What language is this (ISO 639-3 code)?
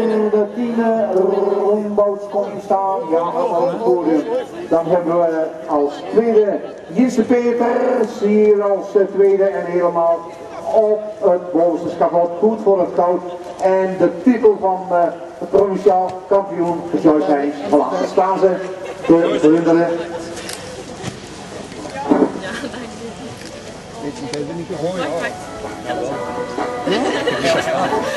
nld